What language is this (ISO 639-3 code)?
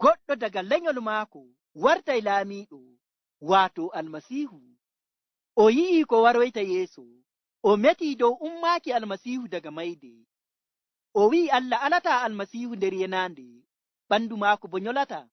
ful